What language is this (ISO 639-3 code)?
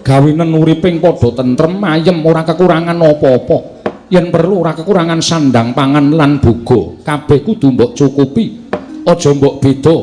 jav